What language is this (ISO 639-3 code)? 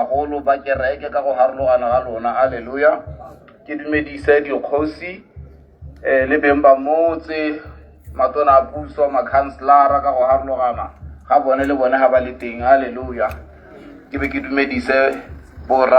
tsn